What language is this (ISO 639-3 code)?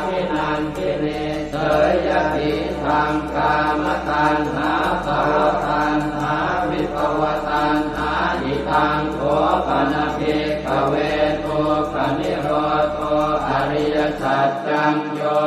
pli